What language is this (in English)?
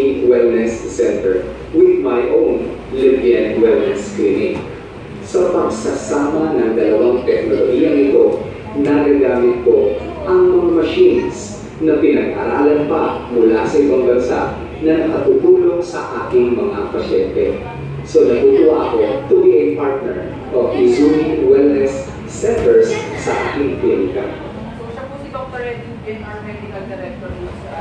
Filipino